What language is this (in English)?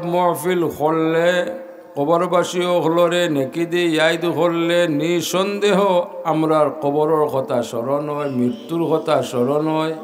Sylheti